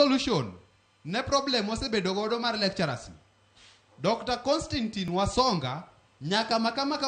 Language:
Luo (Kenya and Tanzania)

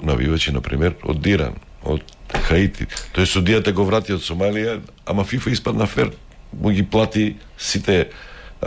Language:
Macedonian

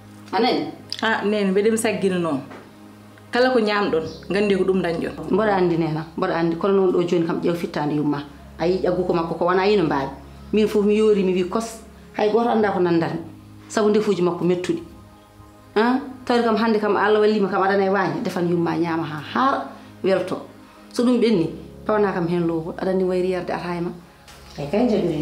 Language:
Fula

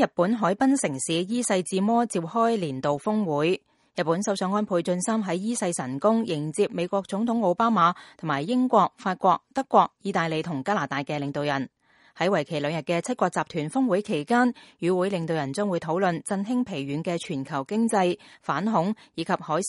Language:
Cantonese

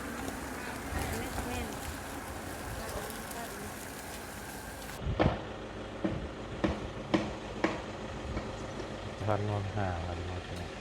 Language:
Lao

